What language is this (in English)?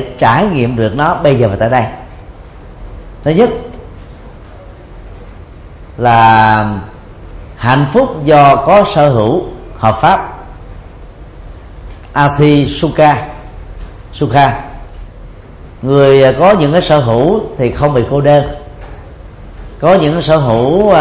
Vietnamese